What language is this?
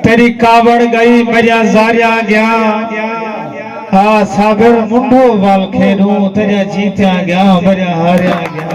Saraiki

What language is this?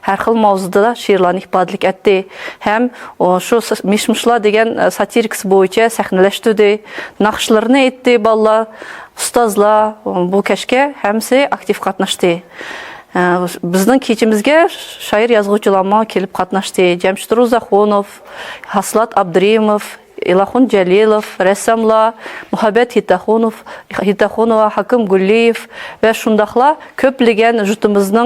Uyghur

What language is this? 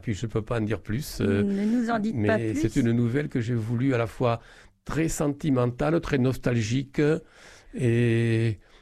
French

